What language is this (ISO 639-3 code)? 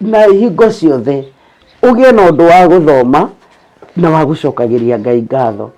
kik